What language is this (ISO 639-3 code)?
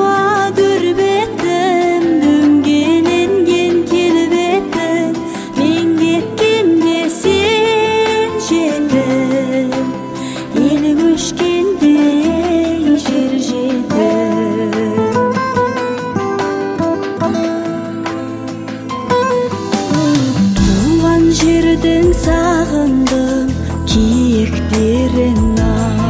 kaz